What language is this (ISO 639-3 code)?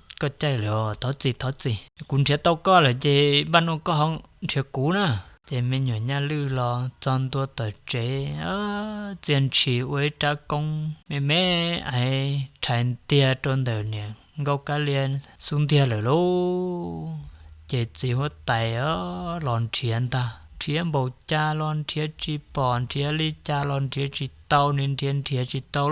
hmn